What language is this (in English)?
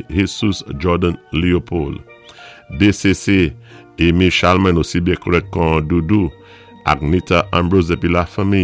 Saint Lucian Creole French